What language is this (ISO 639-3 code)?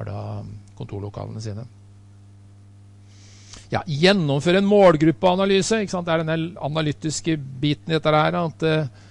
nor